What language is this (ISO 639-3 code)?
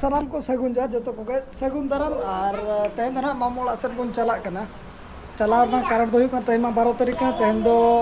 sat